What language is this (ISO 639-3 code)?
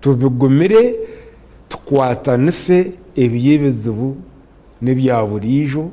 nyn